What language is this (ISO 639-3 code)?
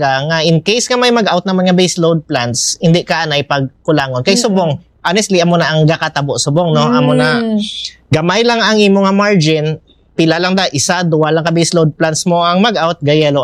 hil